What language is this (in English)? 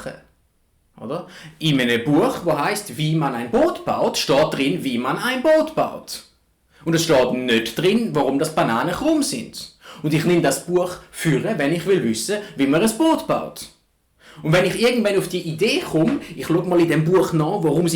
Swiss German